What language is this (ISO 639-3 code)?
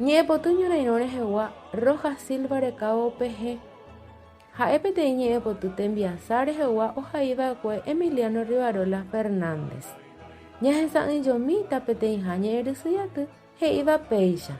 grn